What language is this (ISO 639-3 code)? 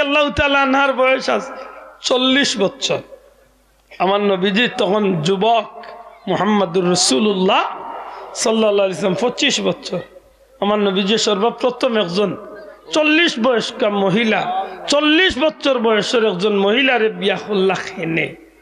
syl